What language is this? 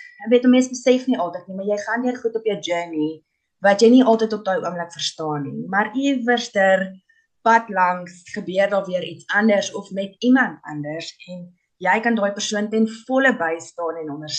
Afrikaans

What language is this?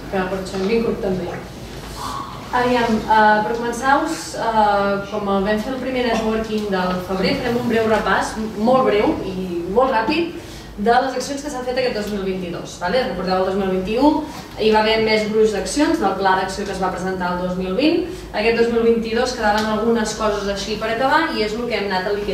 Catalan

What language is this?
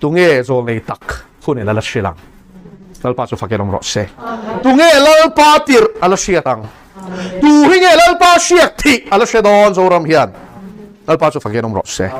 Mizo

